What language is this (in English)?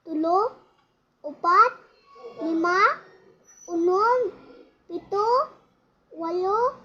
Cebuano